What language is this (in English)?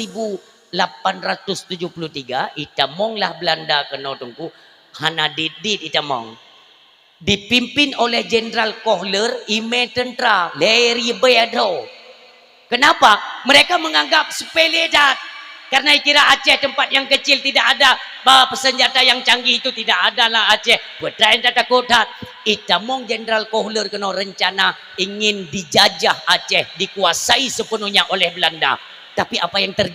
Achinese